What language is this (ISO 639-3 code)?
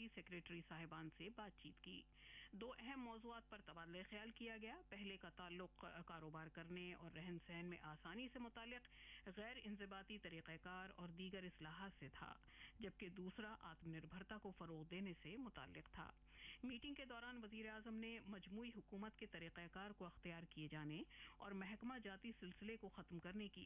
urd